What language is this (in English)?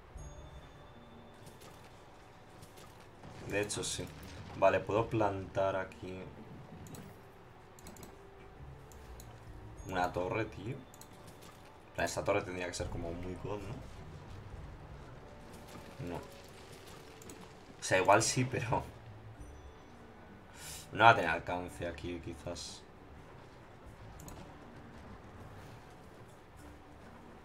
Spanish